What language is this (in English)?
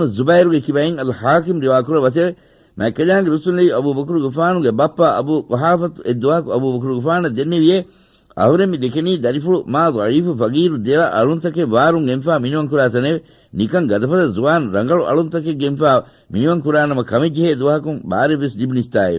Divehi